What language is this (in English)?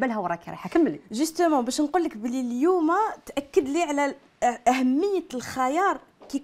Algerian Arabic